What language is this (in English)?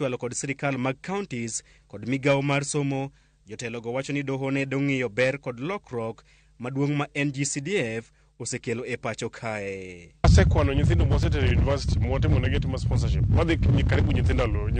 Luo (Kenya and Tanzania)